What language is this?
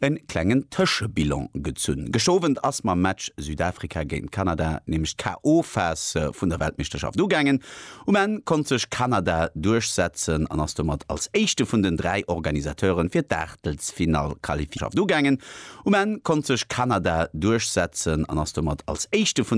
Luxembourgish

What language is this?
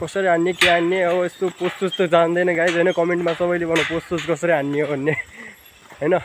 Nepali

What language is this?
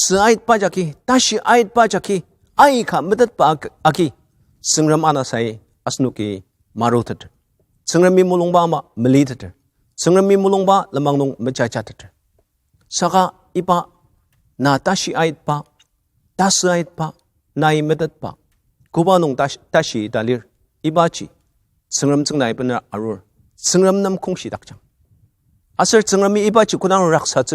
Ao Naga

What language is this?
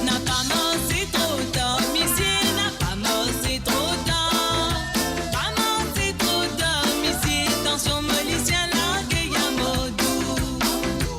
Morisyen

